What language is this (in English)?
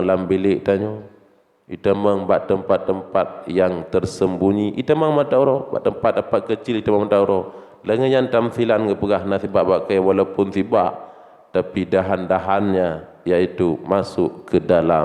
Achinese